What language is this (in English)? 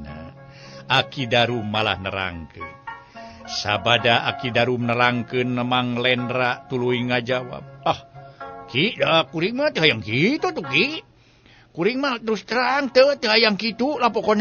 Sundanese